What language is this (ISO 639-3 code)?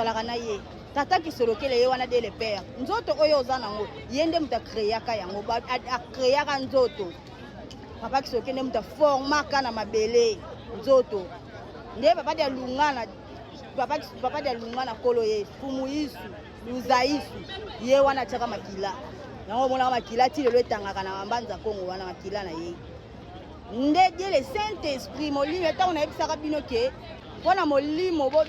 lin